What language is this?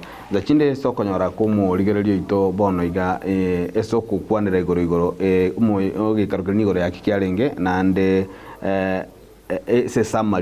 Gusii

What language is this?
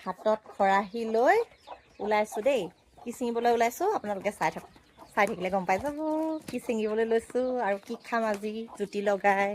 Assamese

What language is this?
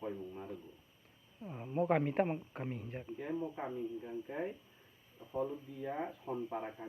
Kok Borok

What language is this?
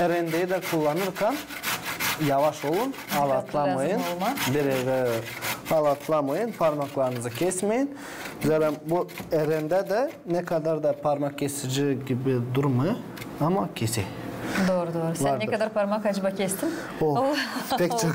Gagauz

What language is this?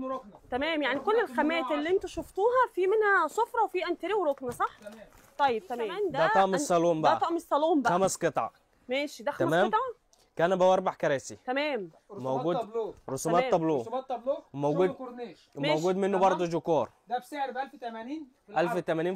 Egyptian Arabic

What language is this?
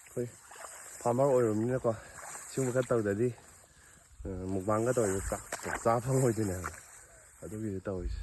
Manipuri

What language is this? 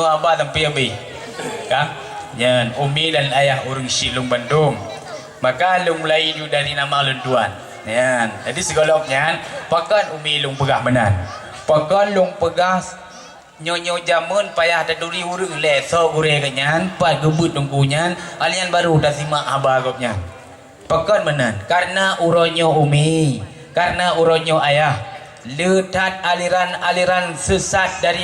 Achinese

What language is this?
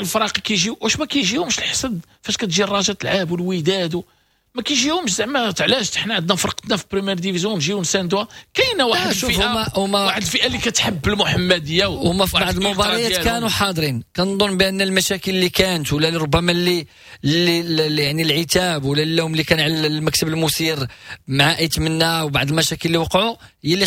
Moroccan Arabic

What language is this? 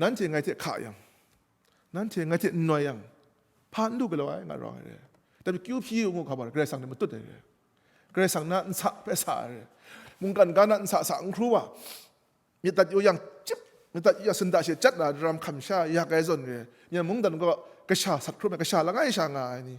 Kachin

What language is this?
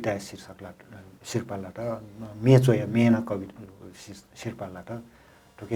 Newari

